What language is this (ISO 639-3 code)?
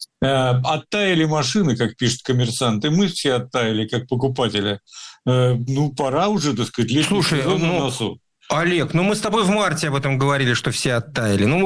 rus